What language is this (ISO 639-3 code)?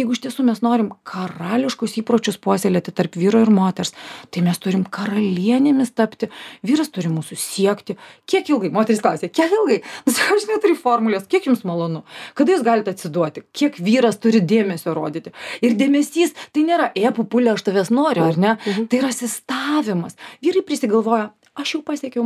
lit